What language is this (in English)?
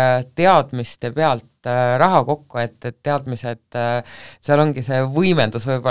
Estonian